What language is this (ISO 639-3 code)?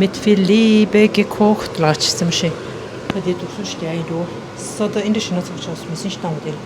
bod